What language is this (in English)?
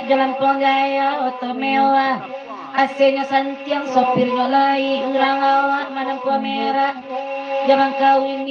Minangkabau